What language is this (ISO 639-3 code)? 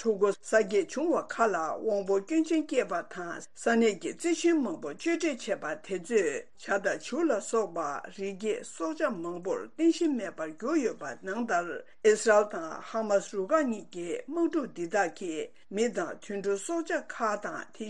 bod